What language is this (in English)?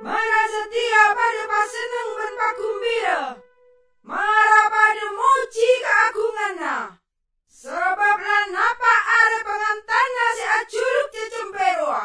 Madurese